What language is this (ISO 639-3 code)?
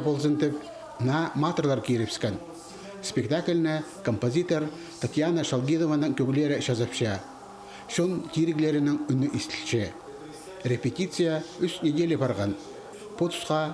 kjh